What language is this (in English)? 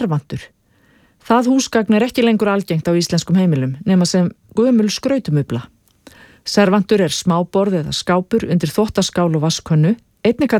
Icelandic